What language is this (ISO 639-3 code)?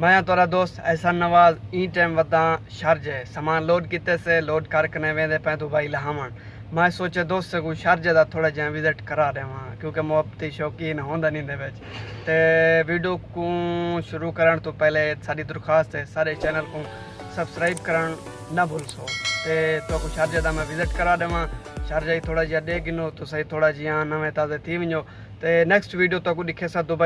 skr